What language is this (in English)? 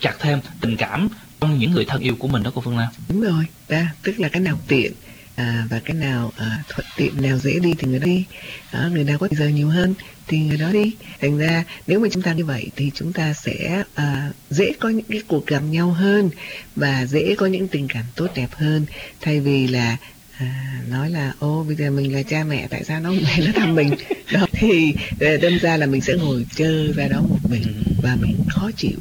Vietnamese